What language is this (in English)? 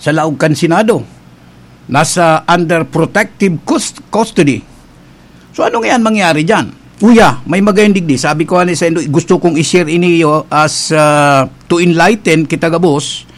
Bikol